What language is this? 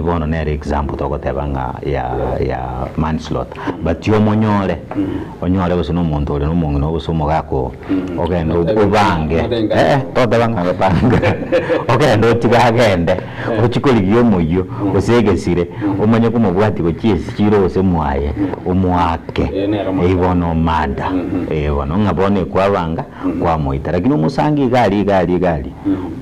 Gusii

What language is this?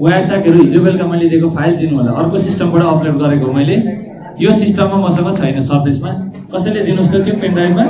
Nepali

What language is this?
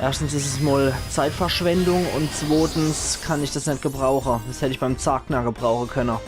Palatine German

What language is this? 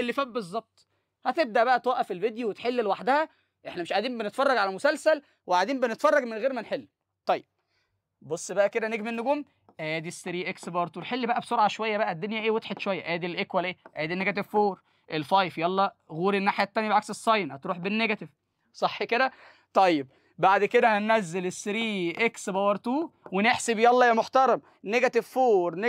Egyptian Arabic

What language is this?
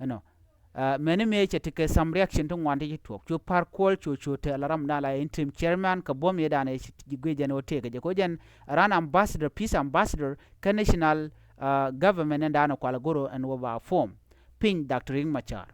Nuer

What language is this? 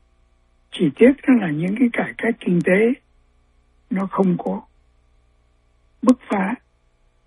Vietnamese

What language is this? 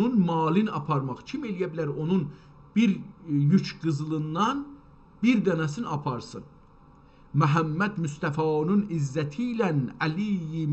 South Azerbaijani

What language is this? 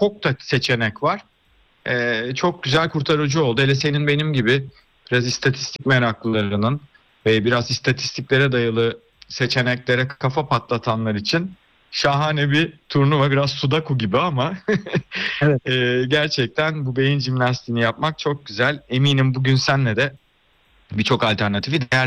Turkish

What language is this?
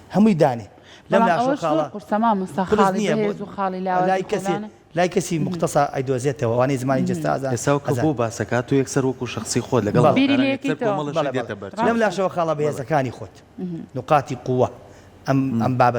Central Kurdish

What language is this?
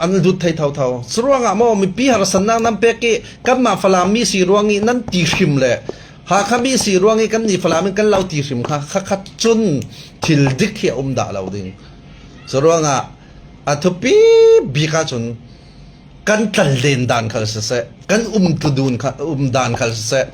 Falam Chin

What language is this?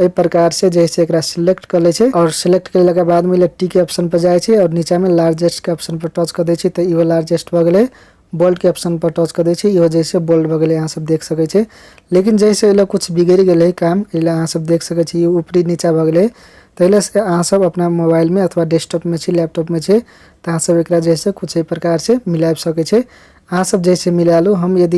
Maithili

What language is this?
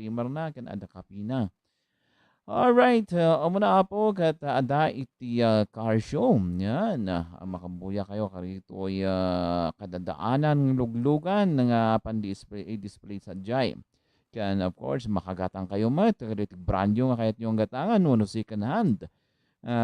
Iloko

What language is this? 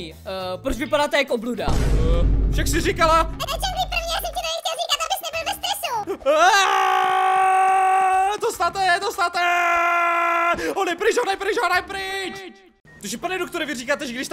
Czech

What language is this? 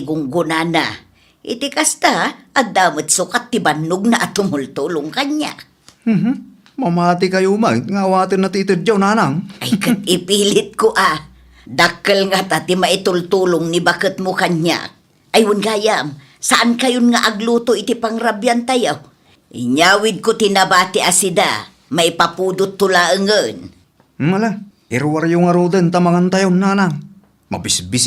Iloko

